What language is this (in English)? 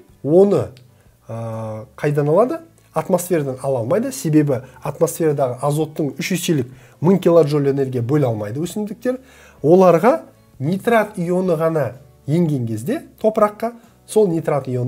Kazakh